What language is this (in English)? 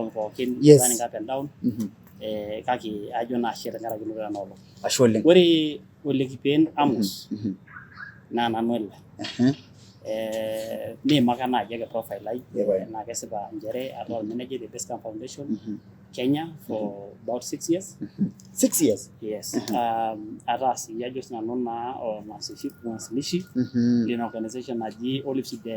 Masai